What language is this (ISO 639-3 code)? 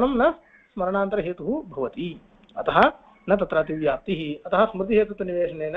san